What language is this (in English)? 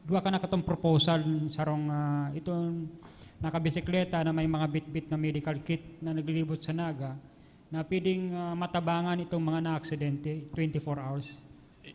Bikol